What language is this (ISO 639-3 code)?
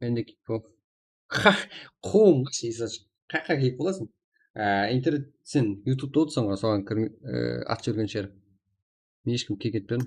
kaa